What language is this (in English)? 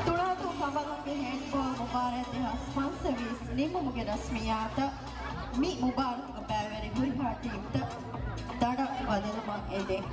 Divehi